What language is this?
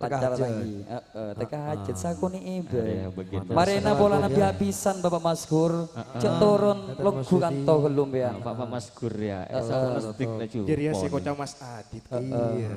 Madurese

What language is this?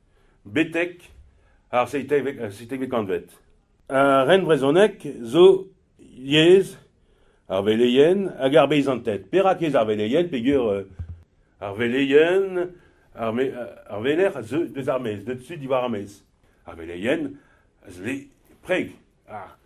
Breton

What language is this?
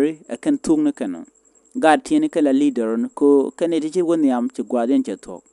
Nuer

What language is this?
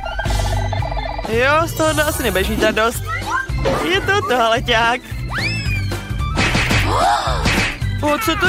Czech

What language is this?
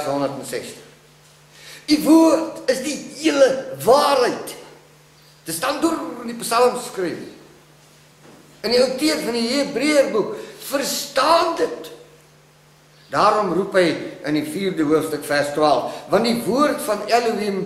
Afrikaans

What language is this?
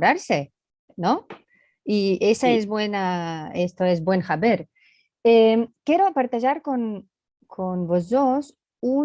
Ladino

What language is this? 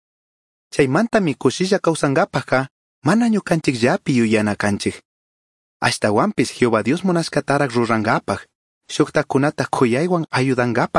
Chimborazo Highland Quichua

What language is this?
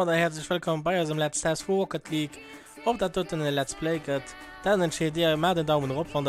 Luxembourgish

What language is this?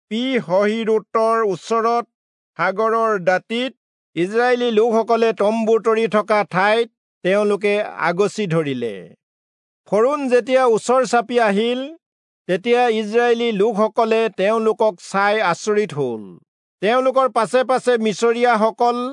Assamese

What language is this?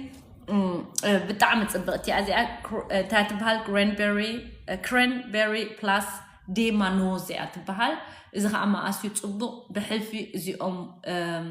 Tigrinya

